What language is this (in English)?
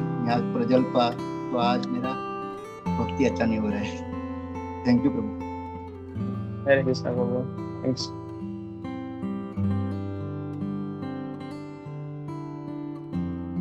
Hindi